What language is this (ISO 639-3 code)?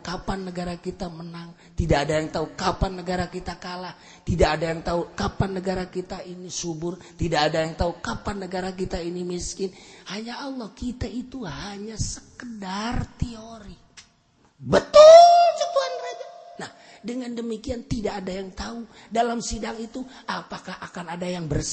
sun